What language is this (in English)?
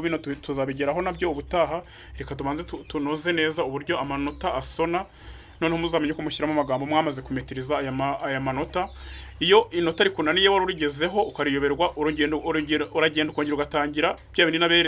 Kinyarwanda